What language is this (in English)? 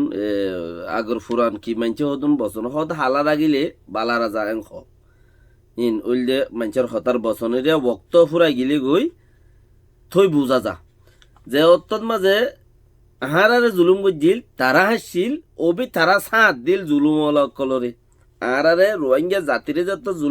Rohingya